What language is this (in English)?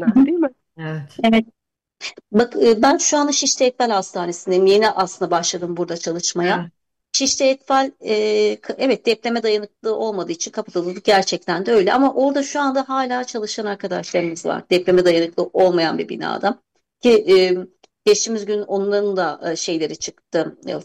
Turkish